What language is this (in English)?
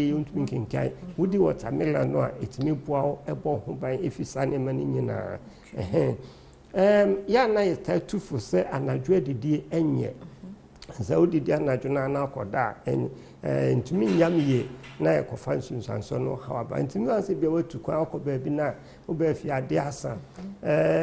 Akan